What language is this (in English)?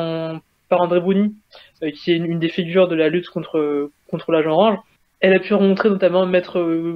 French